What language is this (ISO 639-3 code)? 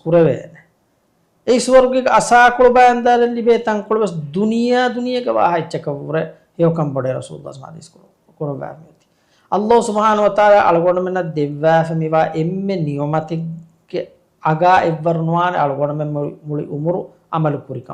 div